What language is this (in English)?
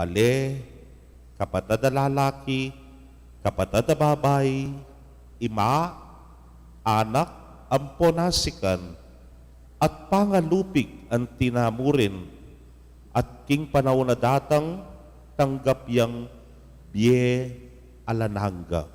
Pampanga